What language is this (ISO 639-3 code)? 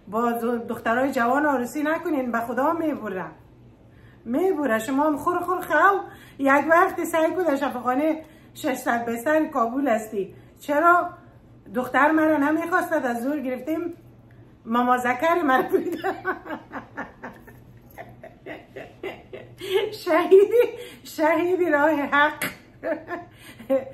fas